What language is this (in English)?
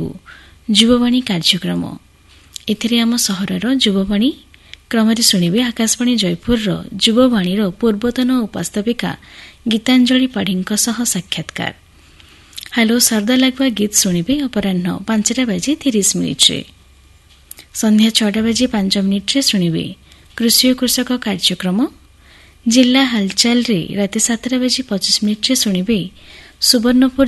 Odia